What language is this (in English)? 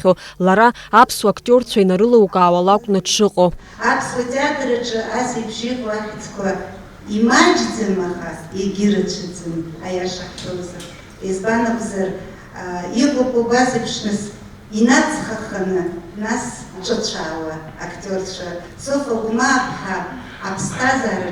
Abkhazian